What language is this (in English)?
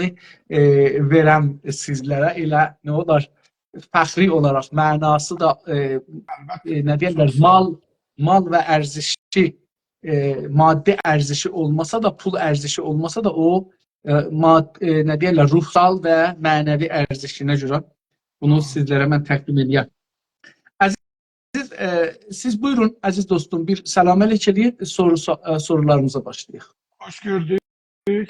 South Azerbaijani